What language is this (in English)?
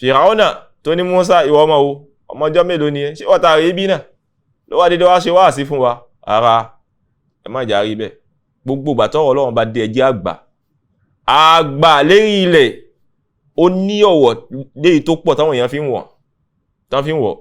Yoruba